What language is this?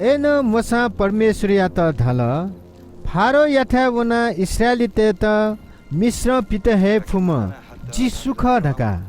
Newari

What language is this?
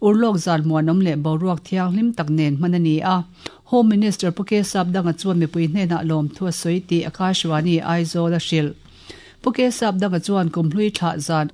Mizo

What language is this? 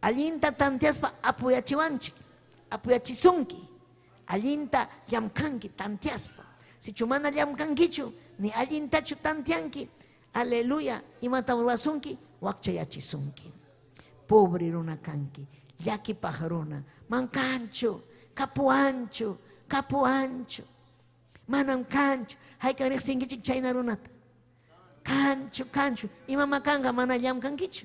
Ayacucho Quechua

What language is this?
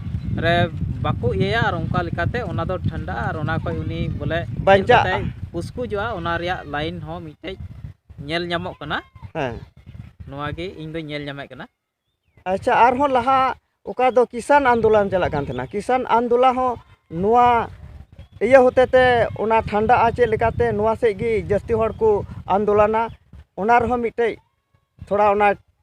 Santali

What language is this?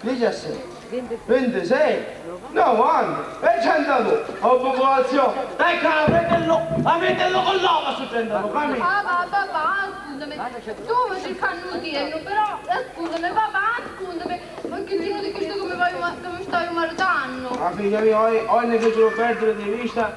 Sicilian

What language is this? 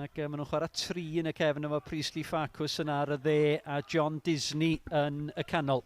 Welsh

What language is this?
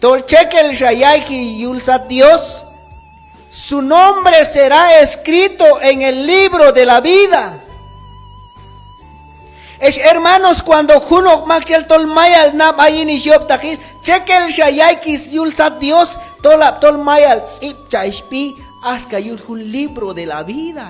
Q'anjob'al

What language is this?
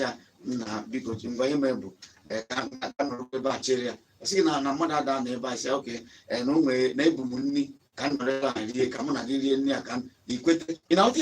Igbo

